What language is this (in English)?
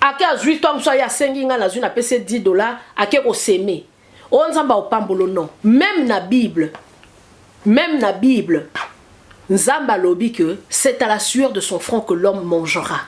Lingala